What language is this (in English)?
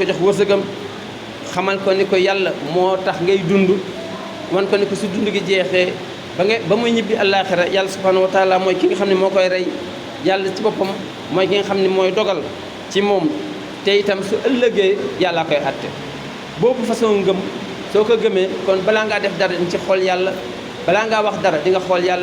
Wolof